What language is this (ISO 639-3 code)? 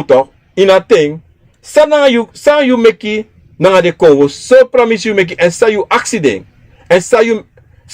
srn